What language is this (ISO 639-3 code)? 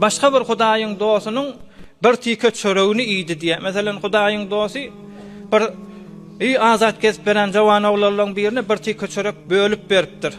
tuk